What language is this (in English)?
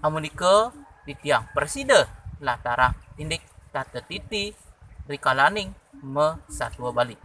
Balinese